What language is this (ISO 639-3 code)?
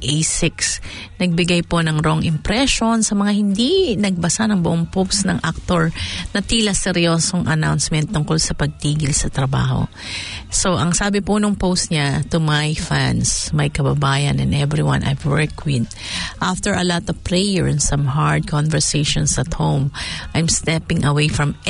fil